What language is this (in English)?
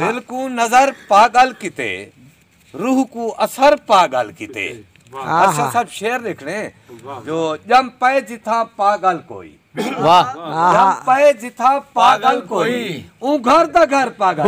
Saraiki